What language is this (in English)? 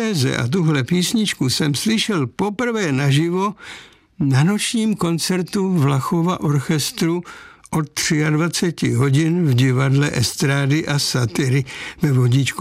Czech